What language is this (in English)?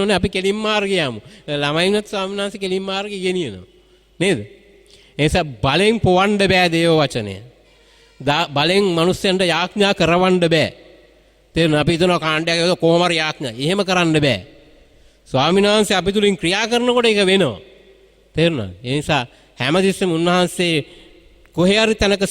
Sinhala